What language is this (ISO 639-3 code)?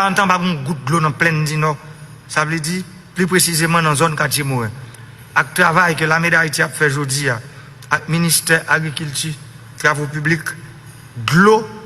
hat